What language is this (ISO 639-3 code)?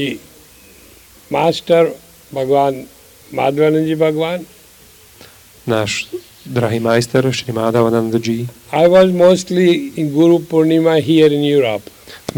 slk